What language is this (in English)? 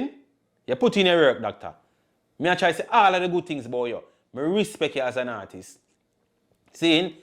Jamaican Creole English